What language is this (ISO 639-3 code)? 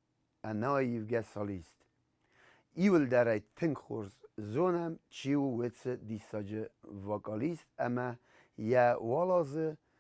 oss